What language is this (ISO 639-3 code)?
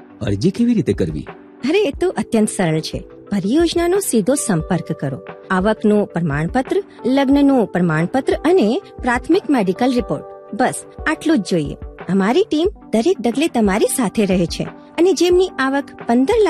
guj